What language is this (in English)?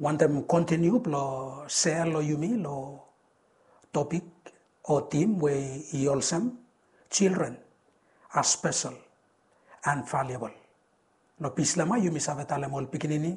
Bislama